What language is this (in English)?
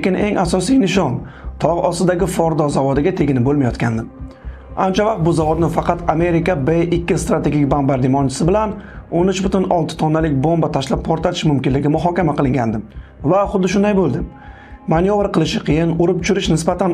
Uzbek